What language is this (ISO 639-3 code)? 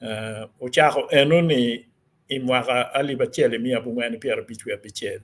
ach